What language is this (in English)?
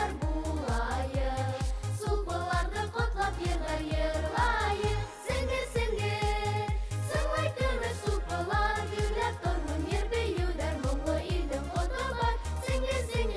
Bashkir